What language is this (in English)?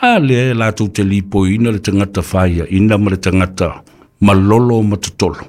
Samoan